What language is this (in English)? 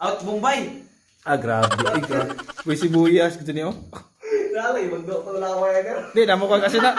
Cebuano